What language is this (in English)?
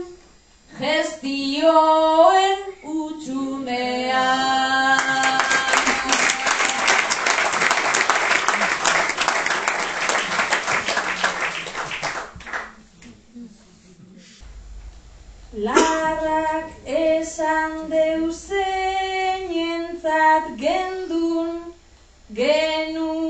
Basque